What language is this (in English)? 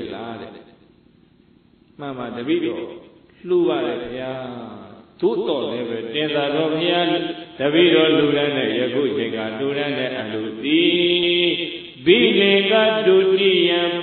Burmese